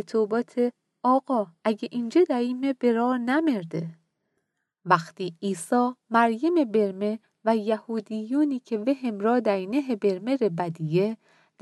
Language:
Mazanderani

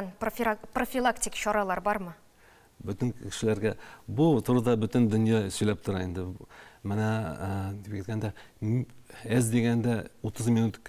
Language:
Tatar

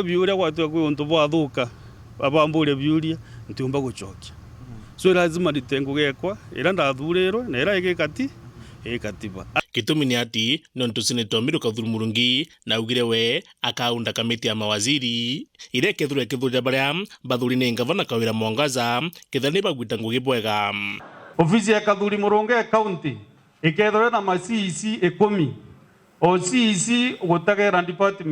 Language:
Meru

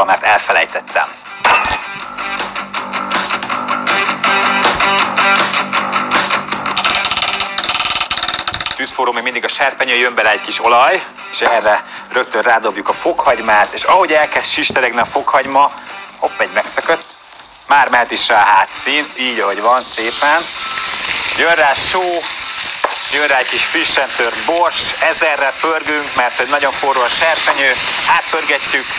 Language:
Hungarian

